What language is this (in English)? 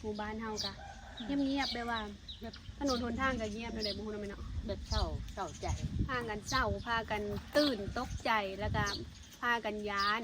Lao